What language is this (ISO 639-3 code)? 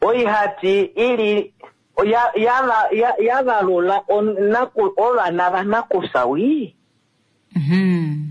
kua